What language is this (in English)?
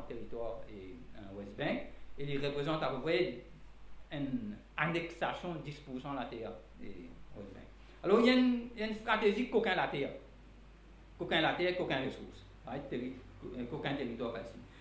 Morisyen